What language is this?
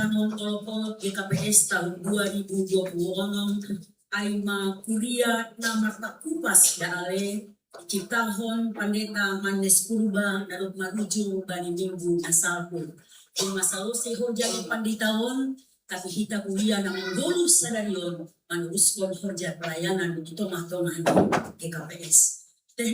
Batak Simalungun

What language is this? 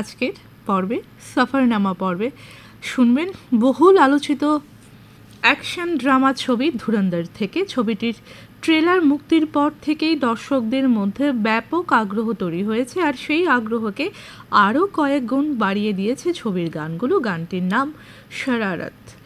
Bangla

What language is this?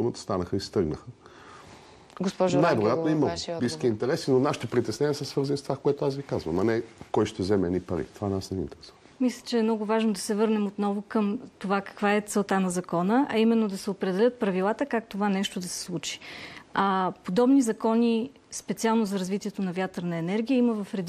Bulgarian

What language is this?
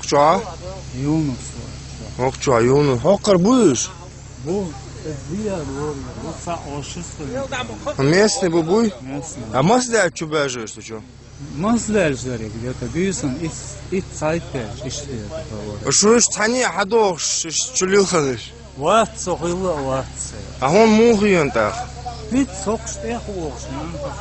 Chechen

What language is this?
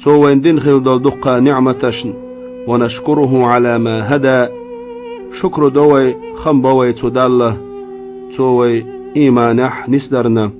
Chechen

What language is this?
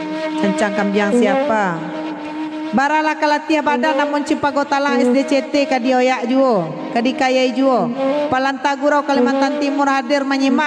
Minangkabau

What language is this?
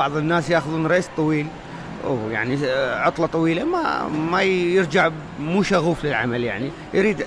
Mesopotamian Arabic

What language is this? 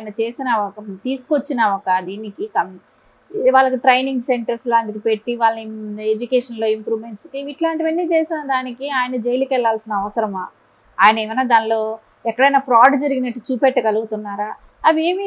Telugu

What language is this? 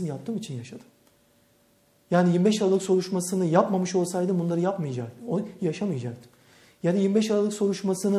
Turkish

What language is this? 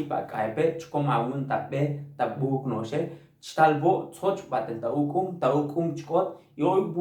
Tzotzil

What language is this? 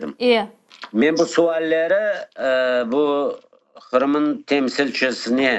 Crimean Tatar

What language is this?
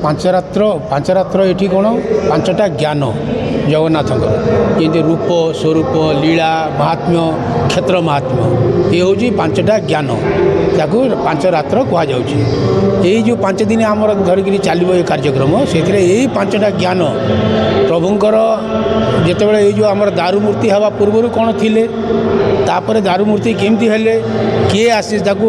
Odia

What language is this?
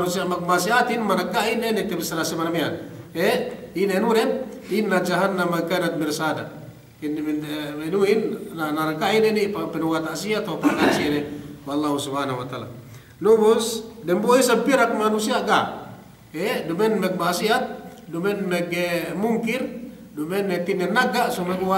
Yakan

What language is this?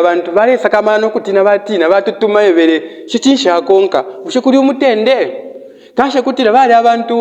Bemba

